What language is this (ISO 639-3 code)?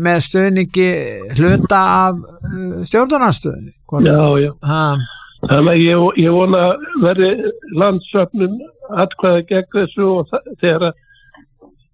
isl